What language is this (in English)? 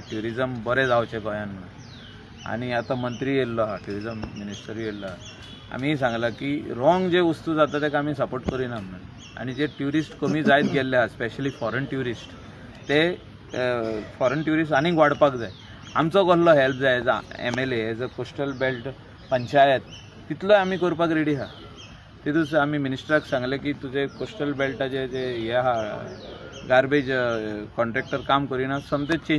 Konkani